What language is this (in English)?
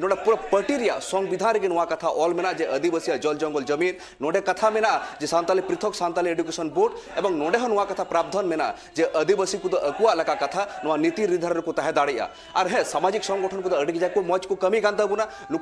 Santali